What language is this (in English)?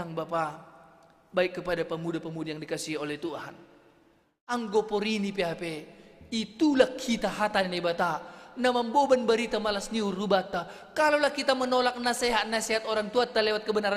Batak Simalungun